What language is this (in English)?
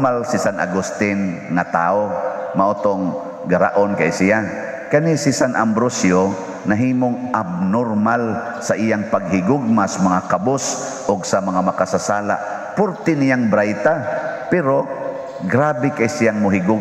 Cebuano